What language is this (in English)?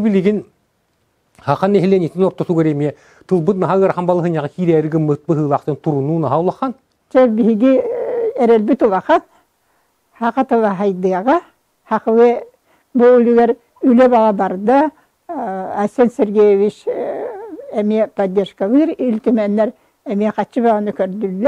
Yakut